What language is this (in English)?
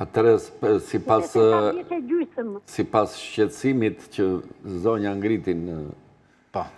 Albanian